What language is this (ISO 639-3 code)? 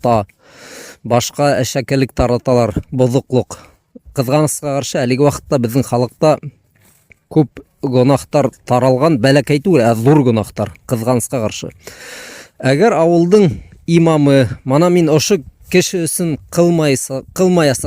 bak